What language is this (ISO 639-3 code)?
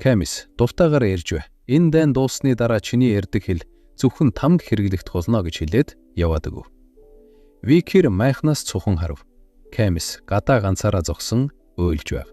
mon